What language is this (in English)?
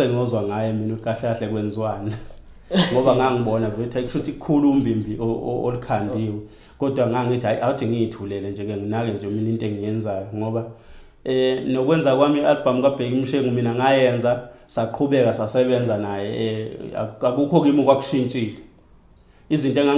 Zulu